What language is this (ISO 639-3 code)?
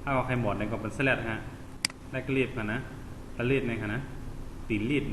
shn